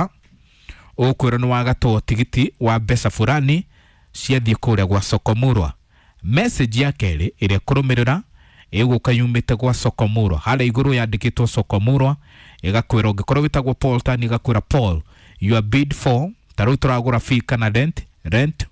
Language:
Kikuyu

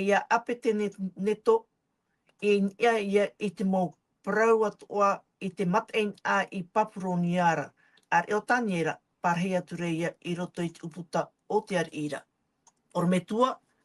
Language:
Tahitian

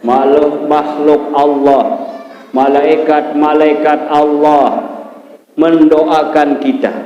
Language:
Sasak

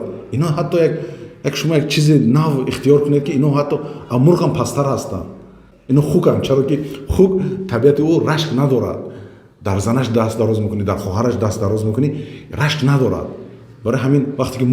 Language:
Tajik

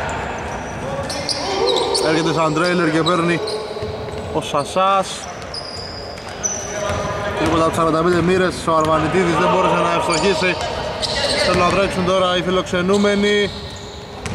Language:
Greek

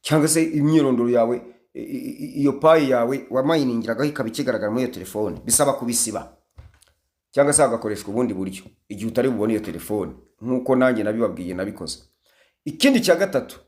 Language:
Kinyarwanda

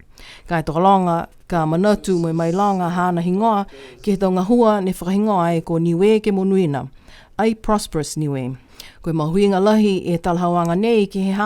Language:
Niuean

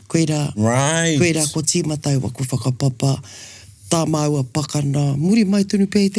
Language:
Māori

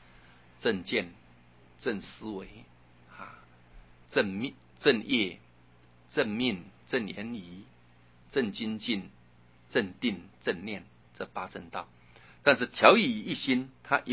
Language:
Chinese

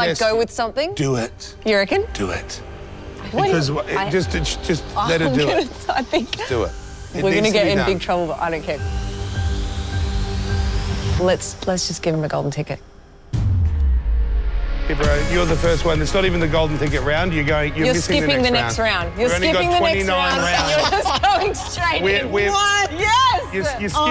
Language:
English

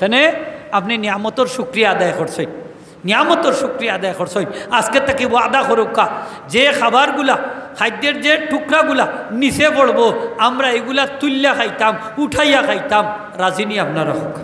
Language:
Sylheti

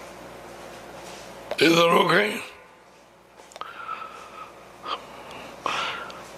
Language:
Tamil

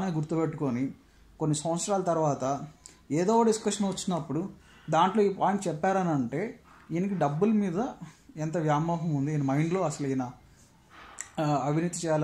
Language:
Telugu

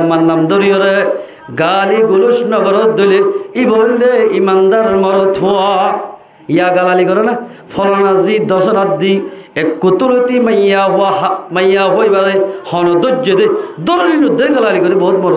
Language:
Rohingya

